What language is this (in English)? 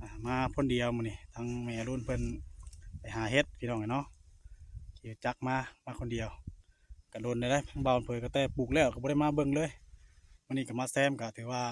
Northeastern Thai